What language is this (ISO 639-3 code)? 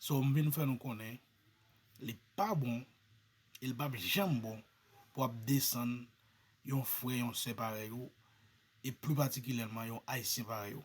hat